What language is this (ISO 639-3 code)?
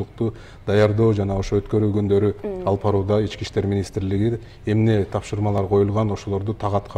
kir